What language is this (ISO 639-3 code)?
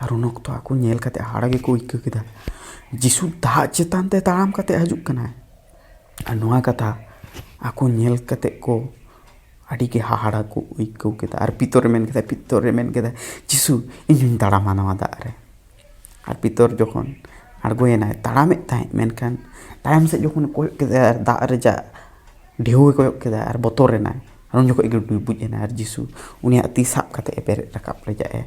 sat